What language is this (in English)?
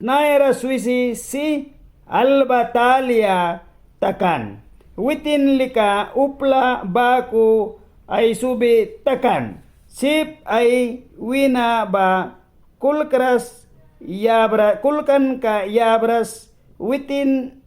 Mískito